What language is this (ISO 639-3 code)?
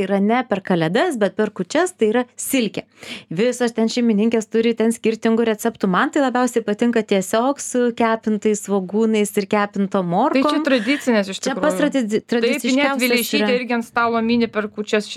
lit